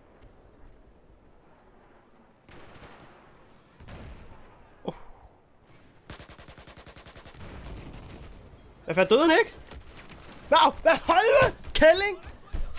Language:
Danish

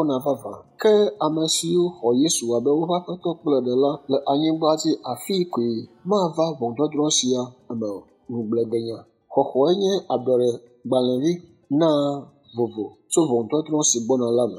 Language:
Ewe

